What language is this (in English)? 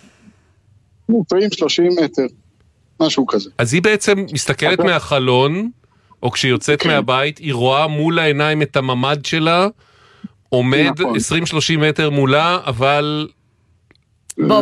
Hebrew